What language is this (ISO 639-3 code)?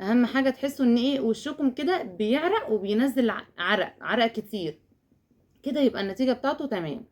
arz